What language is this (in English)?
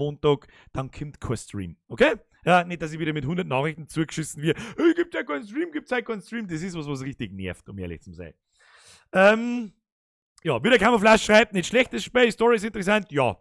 Bavarian